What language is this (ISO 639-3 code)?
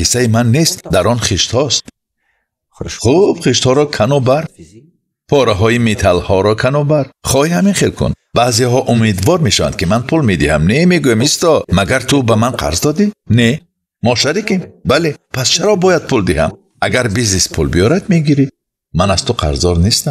tgk